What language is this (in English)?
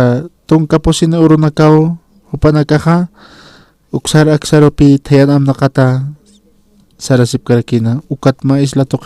Aymara